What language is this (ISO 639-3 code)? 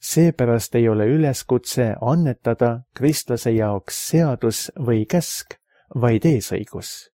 est